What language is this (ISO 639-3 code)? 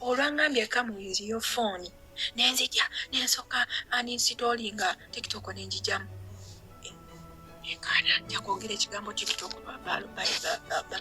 lug